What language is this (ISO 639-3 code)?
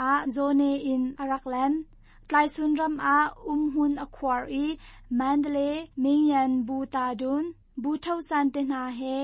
cnh